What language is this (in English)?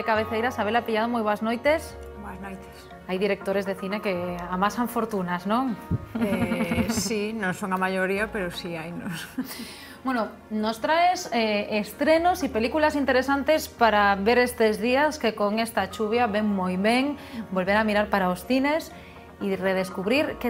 Galician